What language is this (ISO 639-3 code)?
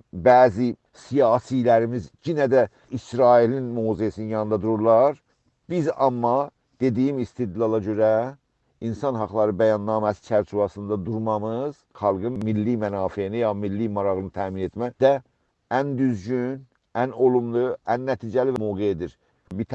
azb